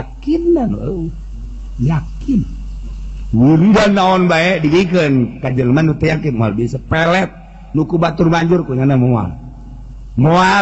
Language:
Sundanese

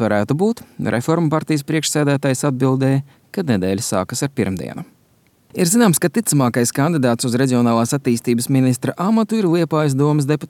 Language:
Latvian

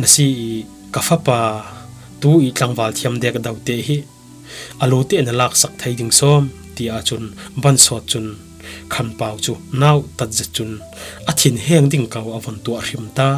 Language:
Falam Chin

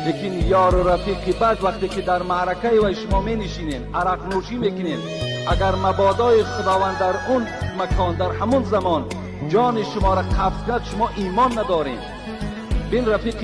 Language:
Tajik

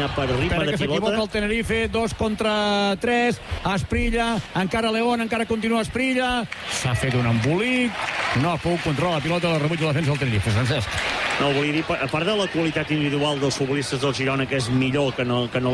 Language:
Catalan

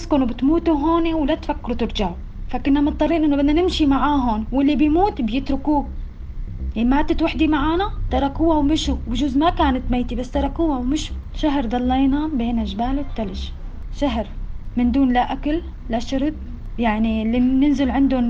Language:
North Levantine Arabic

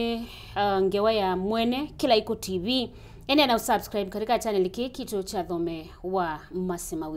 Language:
Kamba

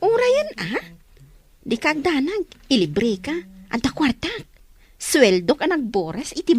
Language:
Iloko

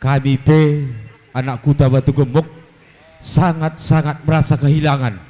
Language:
Batak Karo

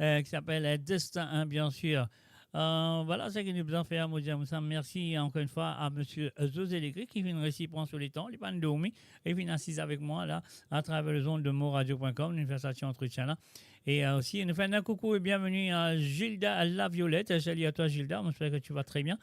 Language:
Morisyen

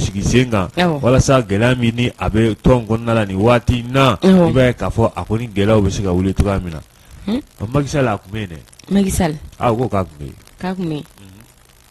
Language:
Bambara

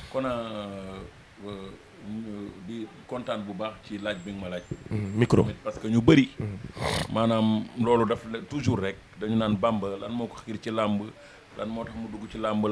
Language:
Wolof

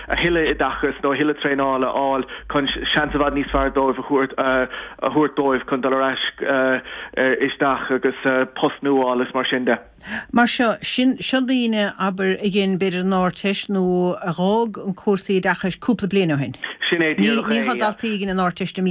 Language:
Irish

